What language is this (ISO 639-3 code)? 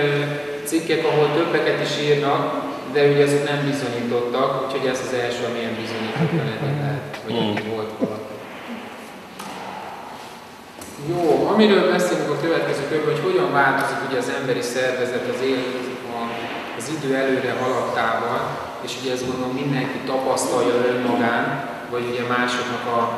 hun